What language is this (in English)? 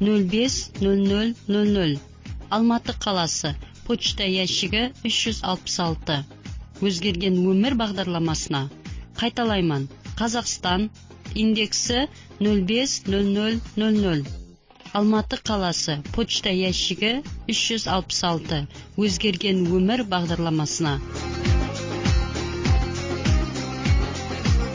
Kazakh